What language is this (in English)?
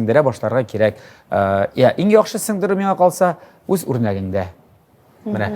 Tatar